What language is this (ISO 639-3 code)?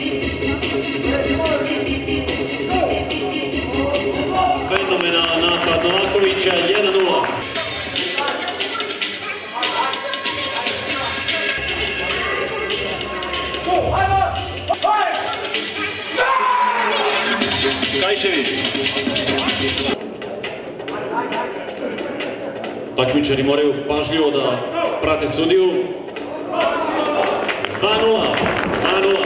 srp